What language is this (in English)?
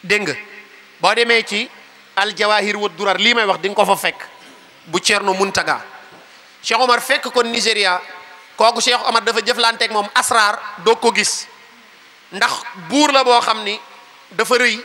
Wolof